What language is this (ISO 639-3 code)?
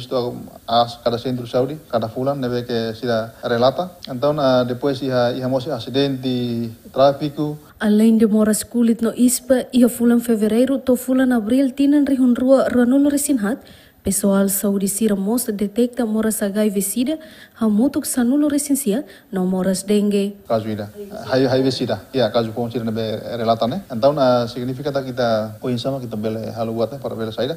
tet